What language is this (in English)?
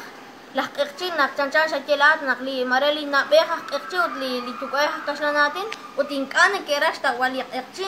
Kekchí